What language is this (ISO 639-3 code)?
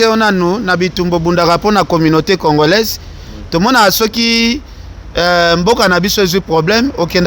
lin